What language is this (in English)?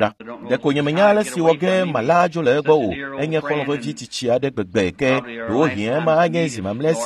Ewe